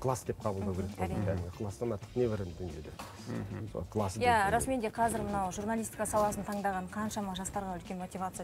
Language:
Kazakh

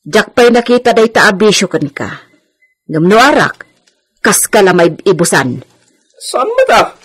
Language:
Iloko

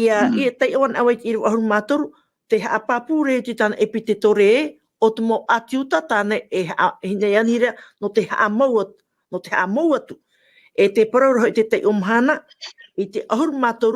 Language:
Tahitian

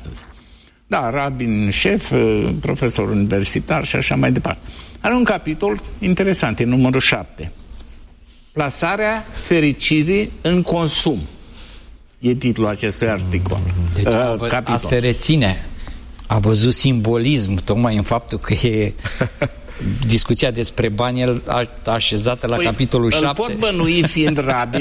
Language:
Romanian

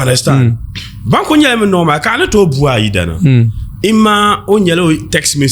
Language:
Dagbani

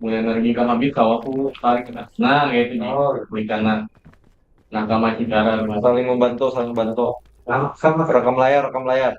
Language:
Banjar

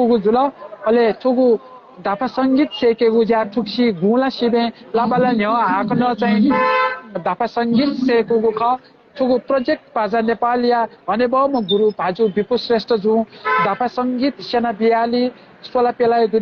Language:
Newari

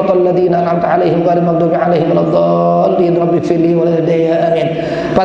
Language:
Sasak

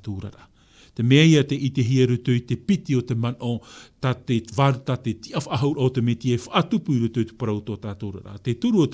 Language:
Tahitian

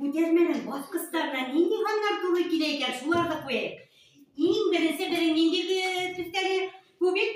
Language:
Bashkir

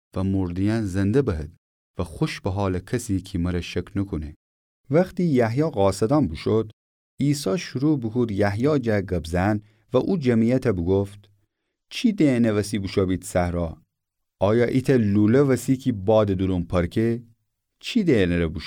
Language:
Gilaki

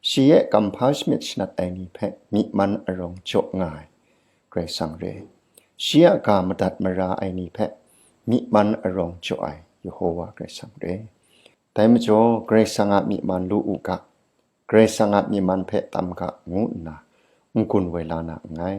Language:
Kachin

